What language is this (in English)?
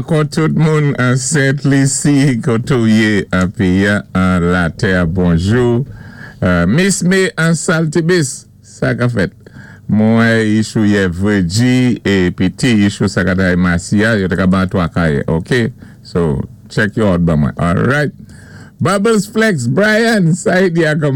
Saint Lucian Creole French